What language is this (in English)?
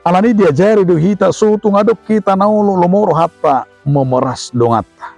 Batak Toba